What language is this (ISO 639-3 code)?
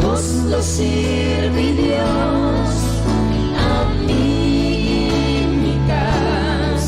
pap